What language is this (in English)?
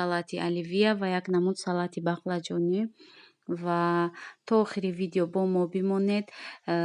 Tajik